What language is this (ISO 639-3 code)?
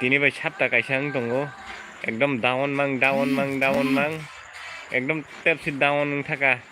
trp